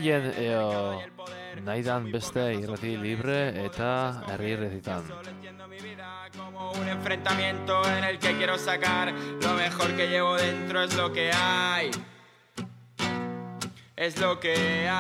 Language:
Basque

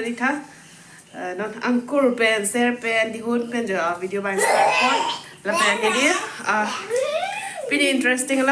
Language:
Karbi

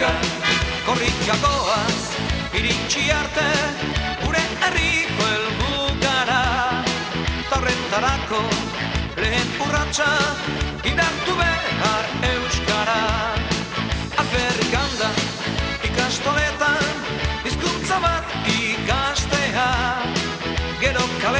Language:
Basque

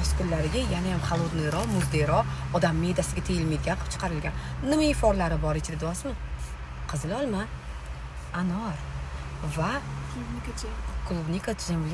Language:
Uzbek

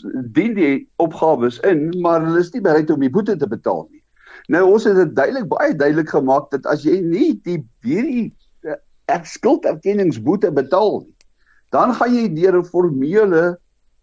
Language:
Afrikaans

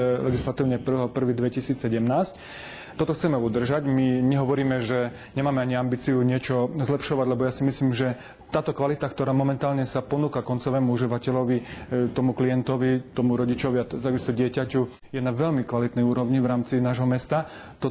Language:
Slovak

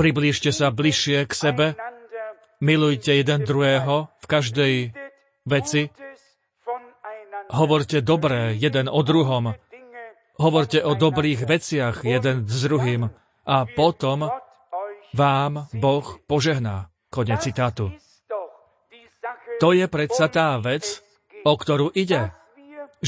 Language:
Slovak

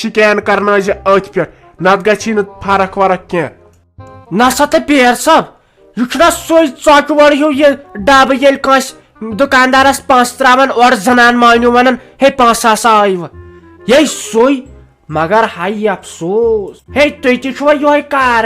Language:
Kashmiri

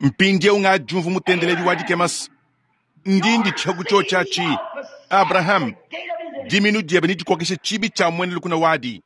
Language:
Luba-Lulua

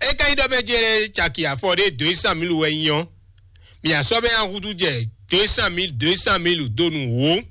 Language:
Fon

